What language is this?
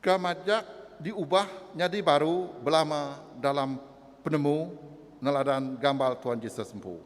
Iban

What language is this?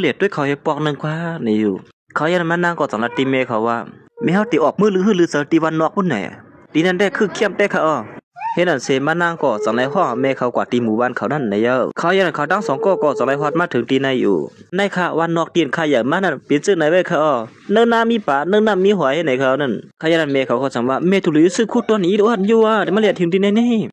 Shan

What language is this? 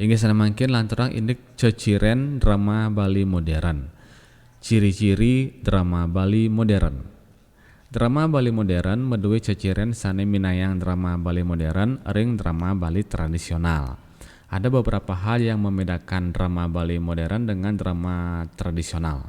Balinese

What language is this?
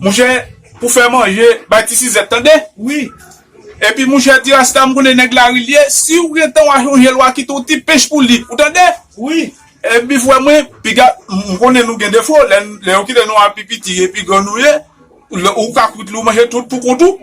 Haitian Creole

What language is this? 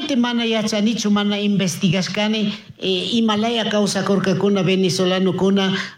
Chimborazo Highland Quichua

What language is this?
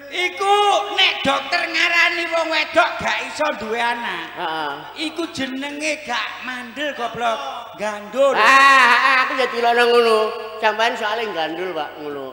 Javanese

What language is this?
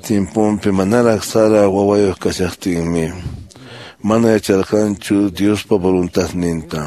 Quechua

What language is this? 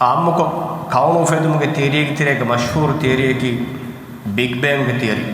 Divehi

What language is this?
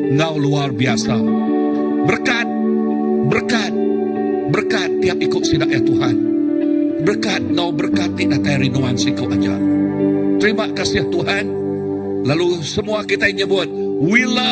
Iban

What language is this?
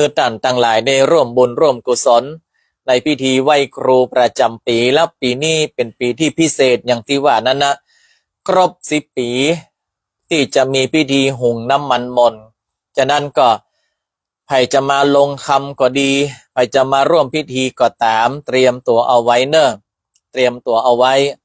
Northern Thai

